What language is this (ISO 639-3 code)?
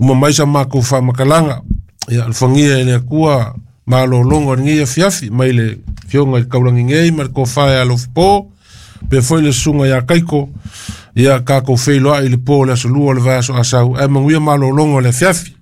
smo